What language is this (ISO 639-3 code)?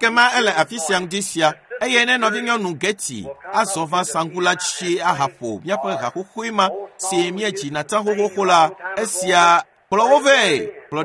ewe